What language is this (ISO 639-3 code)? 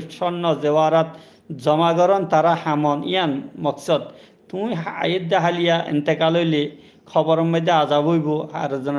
rhg